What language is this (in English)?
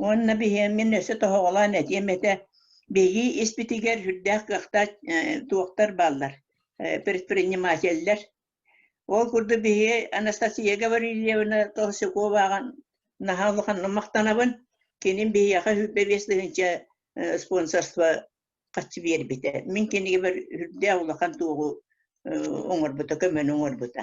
Yakut